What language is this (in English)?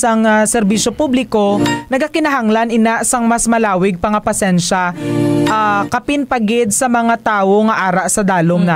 Hiligaynon